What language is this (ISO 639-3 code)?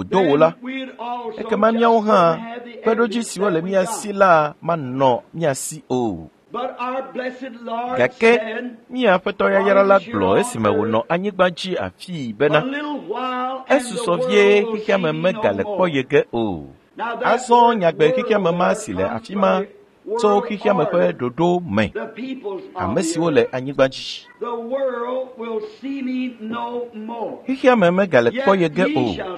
ewe